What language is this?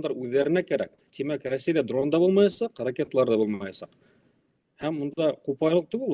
Bashkir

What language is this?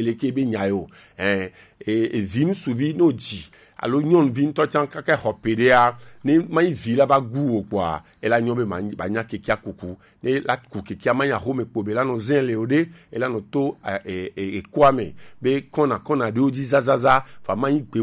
Gen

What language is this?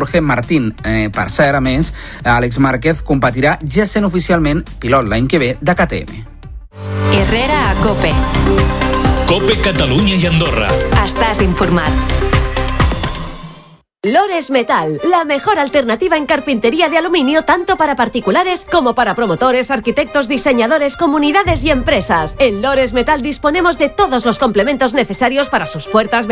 Catalan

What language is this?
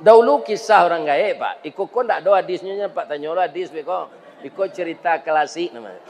Minangkabau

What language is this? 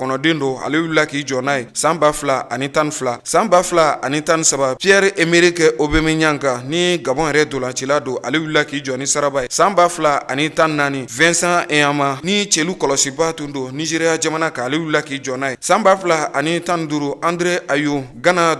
Bambara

